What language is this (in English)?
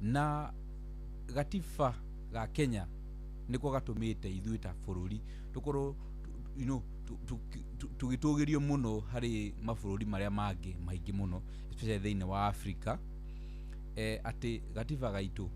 Kikuyu